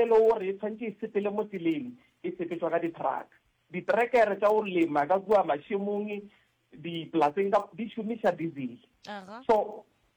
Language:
Northern Sotho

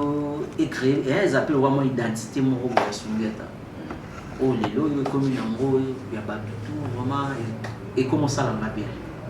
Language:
Lingala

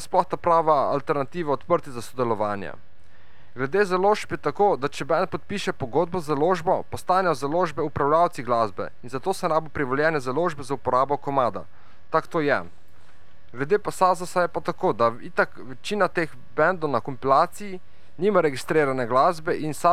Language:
Slovenian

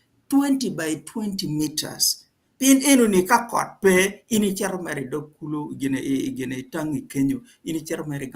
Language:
Acoli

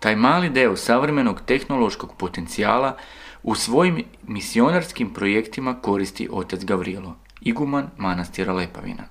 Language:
Serbian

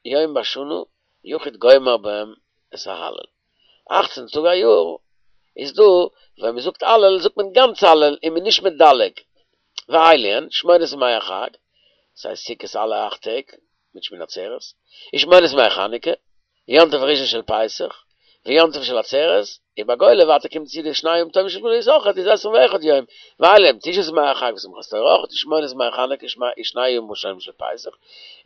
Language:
Yiddish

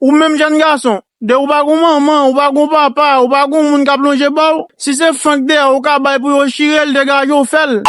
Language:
Haitian Creole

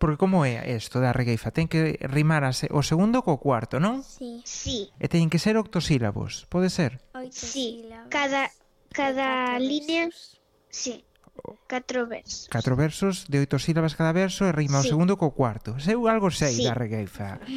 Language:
Galician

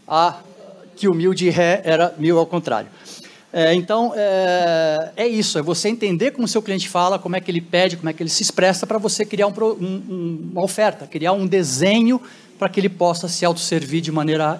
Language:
Portuguese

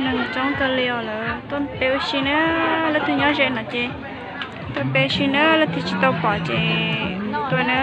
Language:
Hmong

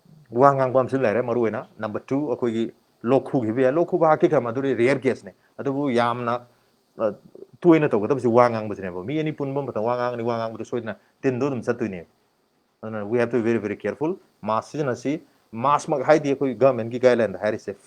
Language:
Manipuri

